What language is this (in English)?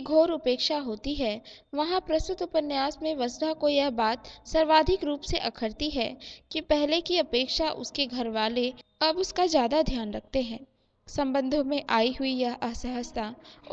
Hindi